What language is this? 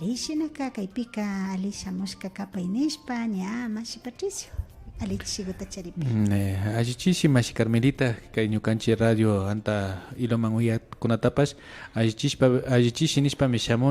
Imbabura Highland Quichua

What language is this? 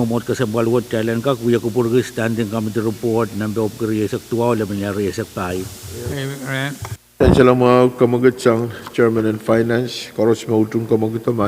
Pohnpeian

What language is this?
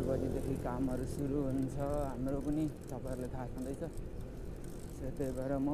Nepali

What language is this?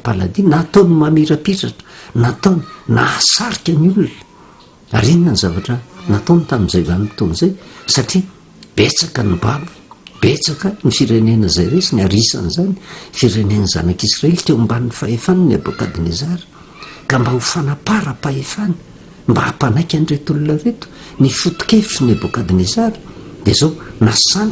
Malagasy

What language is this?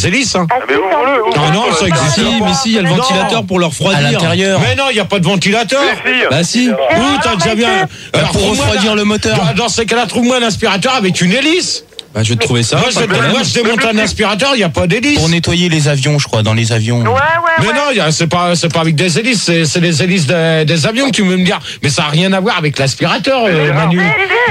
French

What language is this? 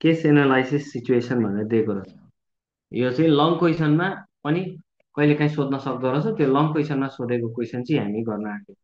Nepali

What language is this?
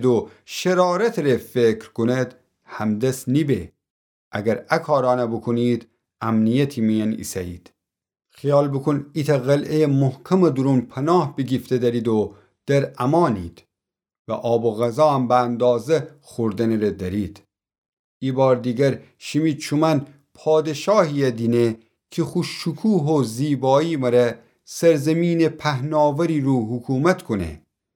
Gilaki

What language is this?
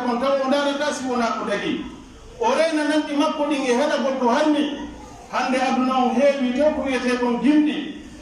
Pular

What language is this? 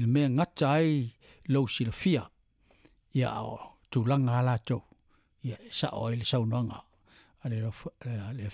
Samoan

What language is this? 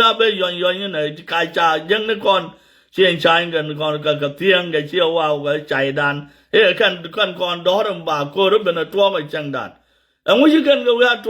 Nuer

